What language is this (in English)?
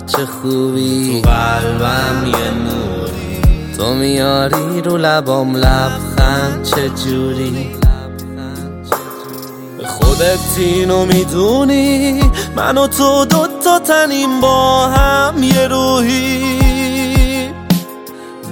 Persian